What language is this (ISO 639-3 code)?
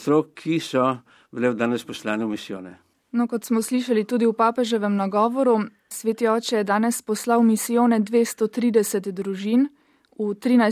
slv